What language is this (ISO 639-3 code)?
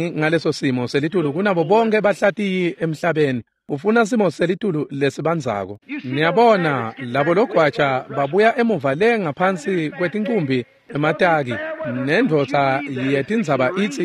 ssw